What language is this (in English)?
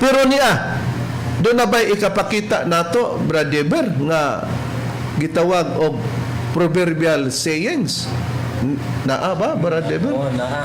Cebuano